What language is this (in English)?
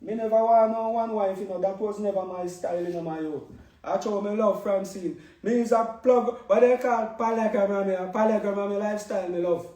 Jamaican Creole English